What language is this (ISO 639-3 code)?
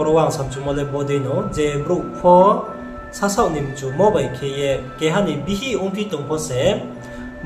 ria